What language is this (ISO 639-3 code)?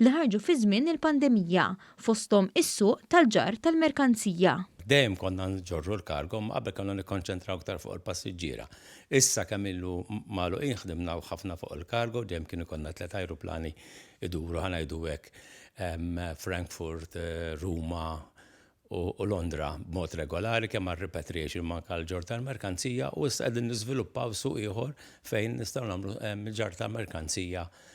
mlt